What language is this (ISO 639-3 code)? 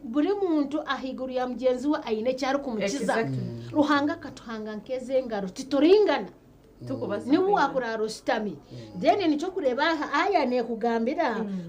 nyn